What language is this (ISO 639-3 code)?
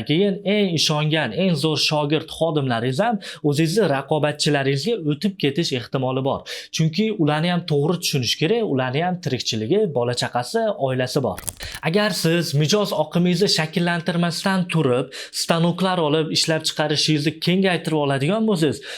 uzb